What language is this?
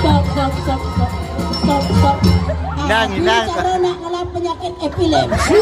Balinese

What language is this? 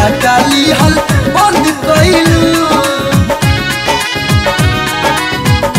Bhojpuri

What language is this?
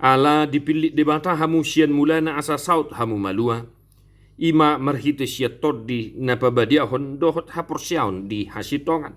Batak Toba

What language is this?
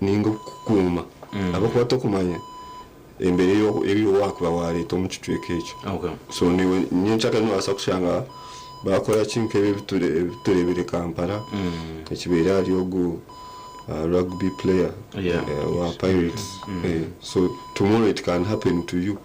Nyankole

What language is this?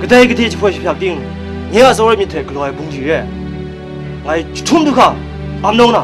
Kachin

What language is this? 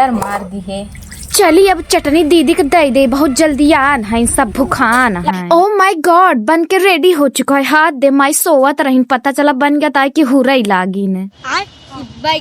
Awadhi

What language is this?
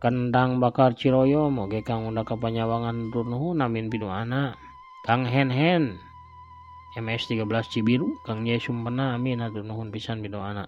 Sundanese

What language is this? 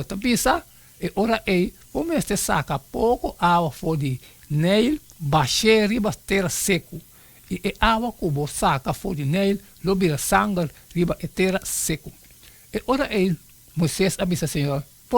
Papiamento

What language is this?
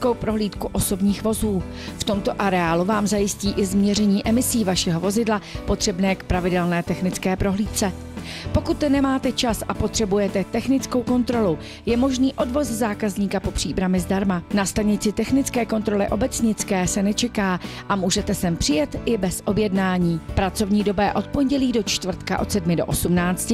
Czech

